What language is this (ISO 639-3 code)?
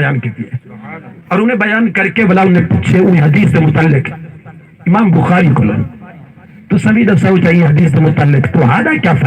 skr